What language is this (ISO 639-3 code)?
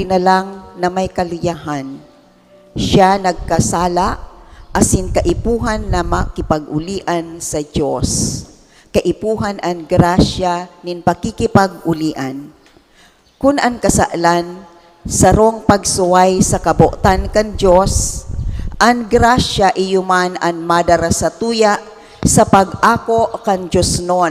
bik